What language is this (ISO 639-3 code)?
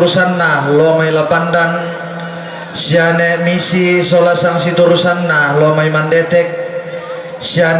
sda